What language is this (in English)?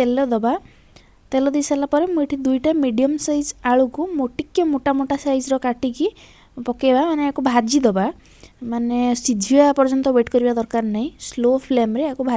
Odia